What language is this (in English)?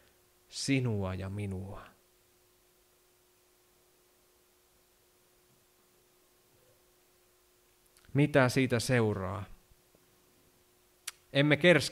Finnish